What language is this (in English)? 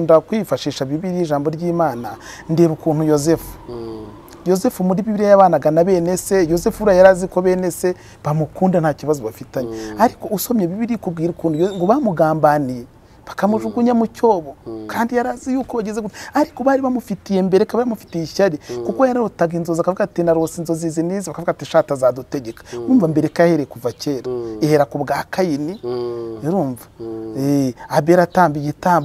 Kinyarwanda